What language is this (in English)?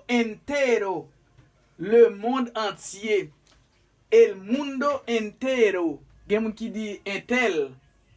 Haitian Creole